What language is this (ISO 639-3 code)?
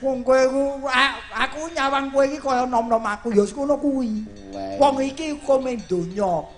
jav